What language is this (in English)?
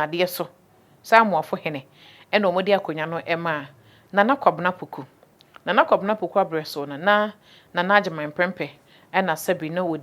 Akan